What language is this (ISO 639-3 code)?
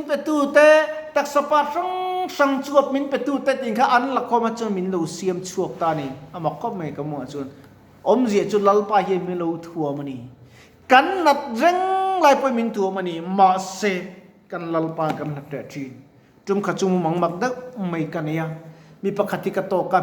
lus